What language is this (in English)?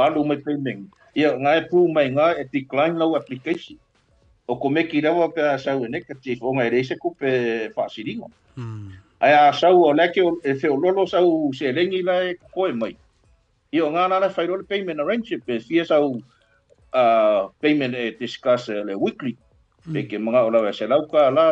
Samoan